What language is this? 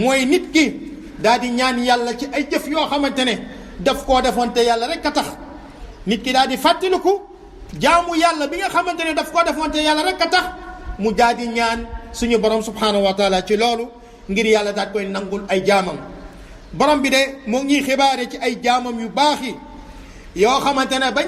Wolof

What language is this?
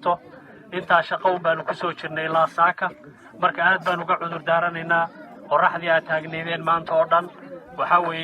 Somali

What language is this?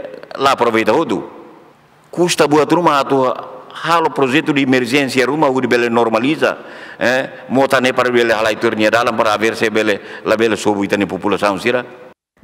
Tetum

